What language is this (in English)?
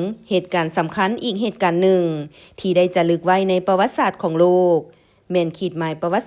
Lao